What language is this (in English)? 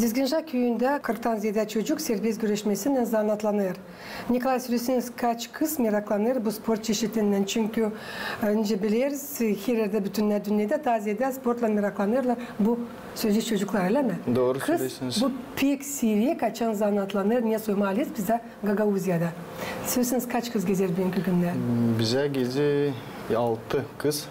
Gagauz